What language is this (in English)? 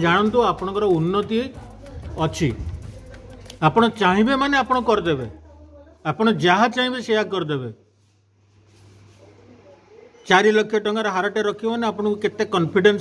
Odia